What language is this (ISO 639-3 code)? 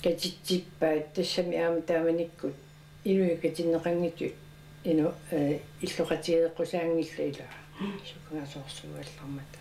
kal